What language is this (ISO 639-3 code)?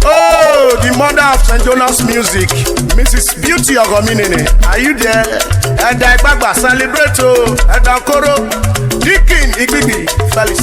urh